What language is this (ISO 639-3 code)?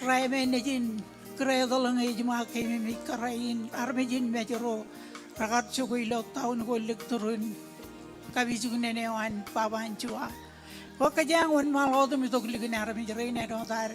mah